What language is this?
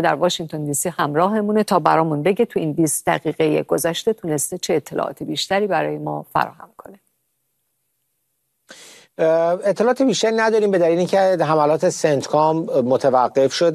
Persian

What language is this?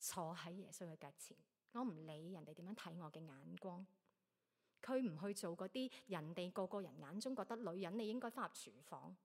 Cantonese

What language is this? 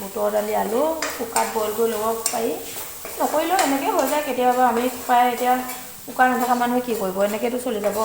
Assamese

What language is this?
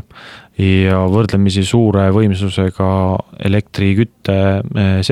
Estonian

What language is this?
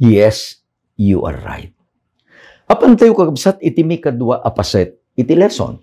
Iloko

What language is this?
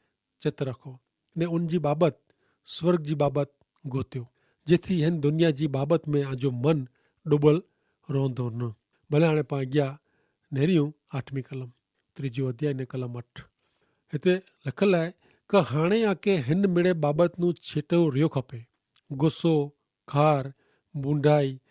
Kachhi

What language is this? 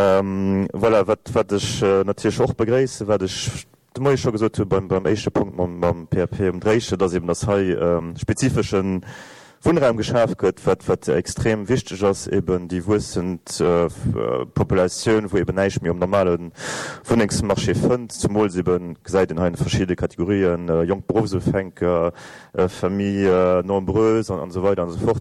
Luxembourgish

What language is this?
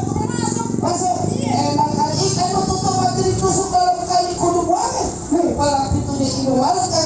Betawi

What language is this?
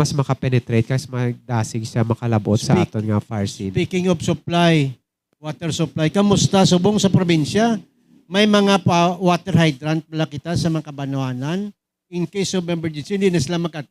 Hiligaynon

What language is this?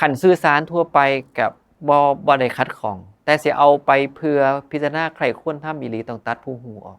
Northeastern Thai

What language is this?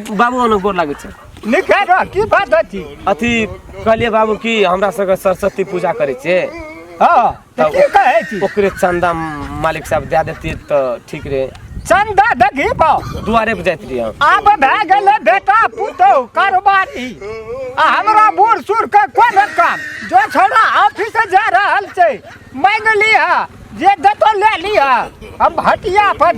Maithili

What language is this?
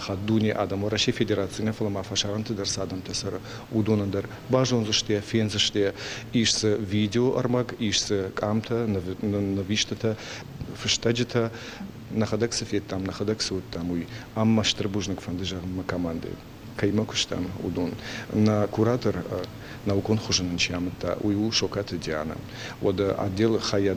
Ossetic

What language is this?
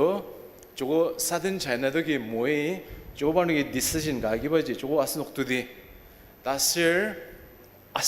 Ao Naga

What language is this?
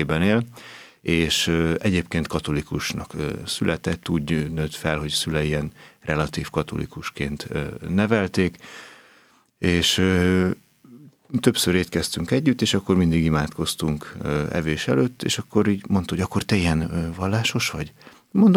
Hungarian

